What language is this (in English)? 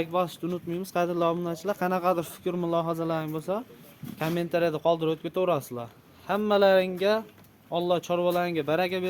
Uzbek